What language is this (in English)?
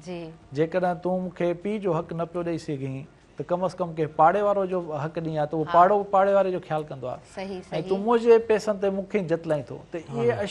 Sindhi